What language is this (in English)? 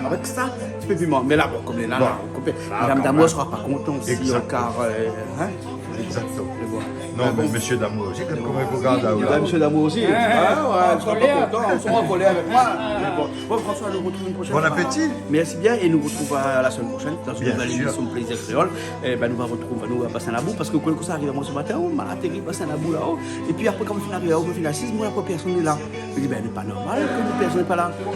Réunion Creole French